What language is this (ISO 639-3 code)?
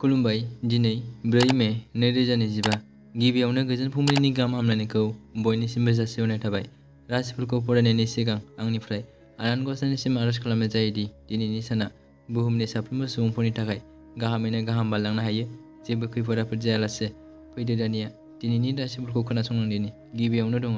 brx